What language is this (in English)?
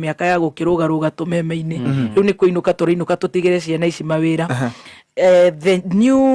Kikuyu